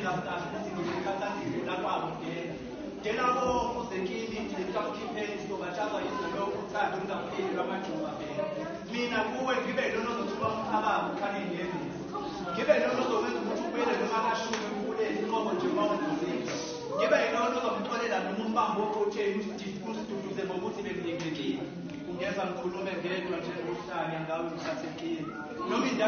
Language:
Zulu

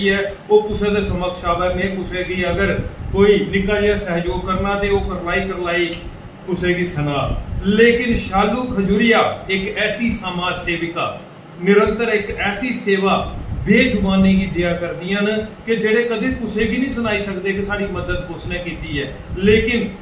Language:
Dogri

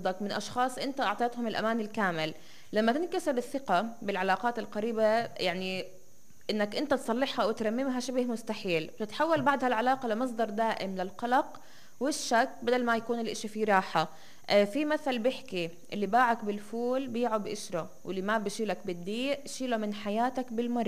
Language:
North Levantine Arabic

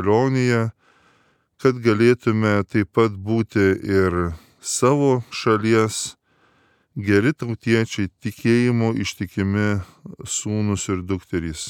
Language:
Lithuanian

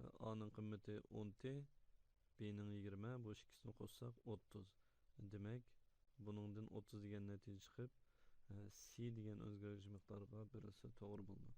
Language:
Uyghur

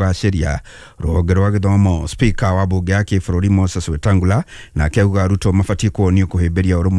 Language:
Kikuyu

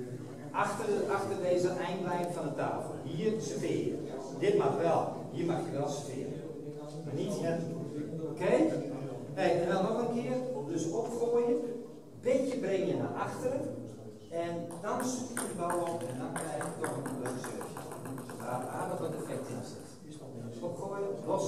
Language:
Dutch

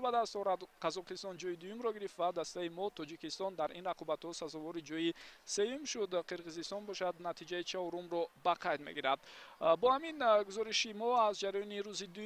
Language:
Tajik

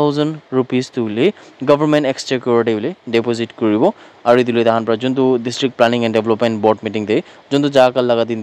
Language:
Naga Pidgin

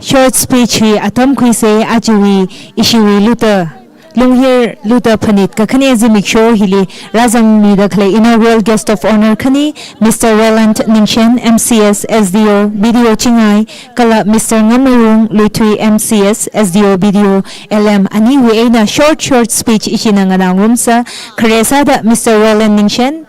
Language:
Tangkhul Naga (India)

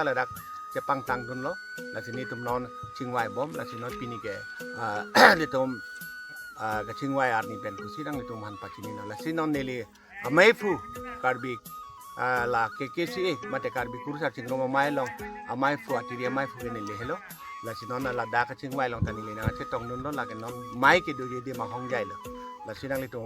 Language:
Karbi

